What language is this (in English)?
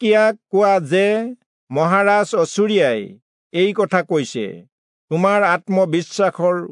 Assamese